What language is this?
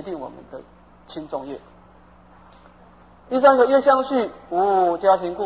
Chinese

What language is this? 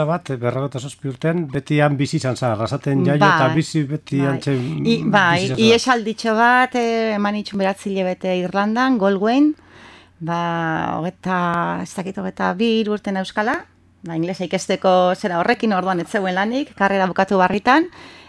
Basque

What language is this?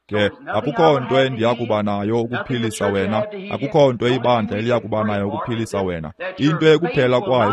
Xhosa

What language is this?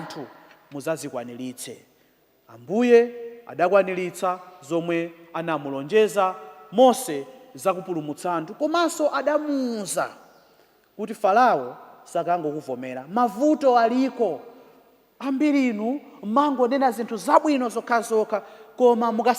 Nyanja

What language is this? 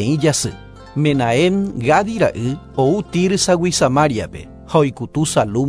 Guarani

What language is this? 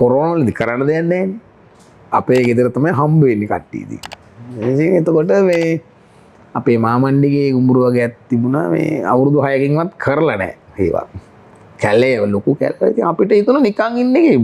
Sinhala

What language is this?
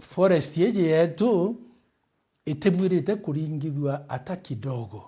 Meru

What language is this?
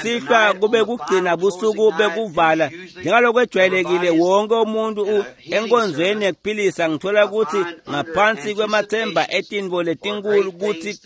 Swati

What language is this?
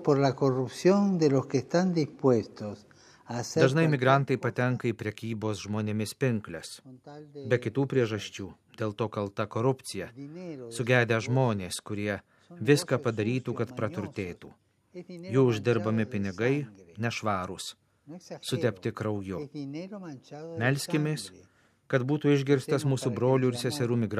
Lithuanian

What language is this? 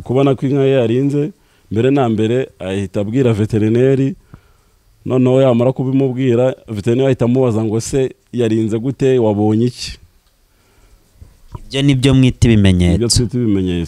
Kinyarwanda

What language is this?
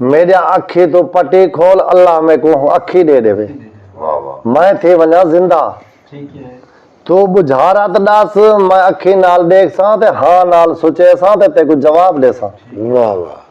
Saraiki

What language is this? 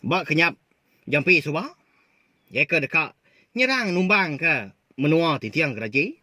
Iban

